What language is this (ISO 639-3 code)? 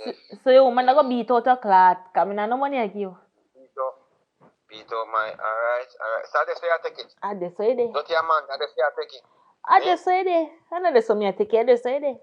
jam